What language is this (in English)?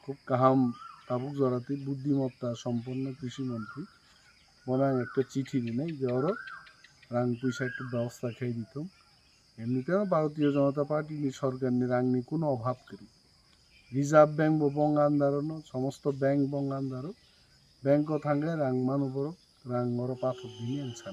Kok Borok